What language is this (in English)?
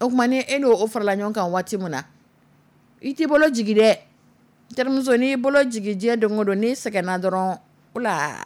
Dyula